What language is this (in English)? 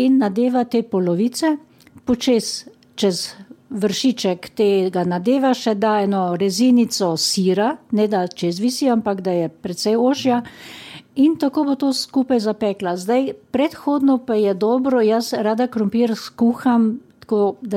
Slovenian